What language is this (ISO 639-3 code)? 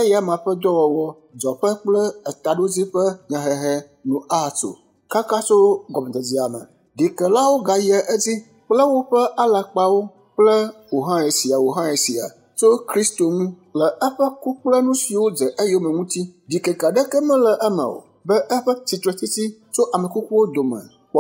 ewe